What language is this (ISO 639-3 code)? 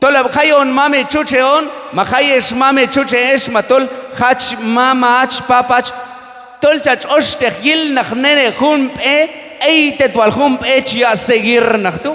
kjb